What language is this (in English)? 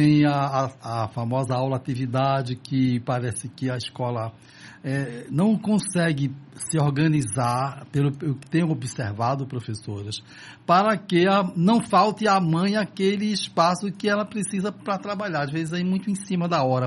Portuguese